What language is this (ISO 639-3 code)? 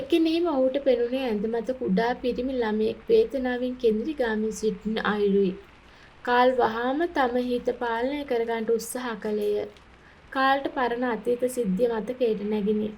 sin